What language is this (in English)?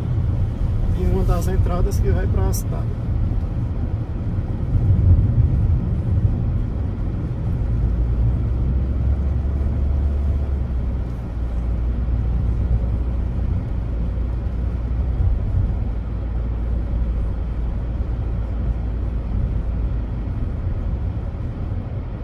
Portuguese